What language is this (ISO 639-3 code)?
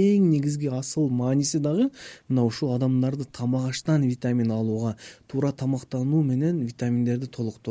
kir